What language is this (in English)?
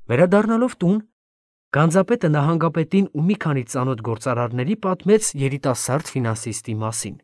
Armenian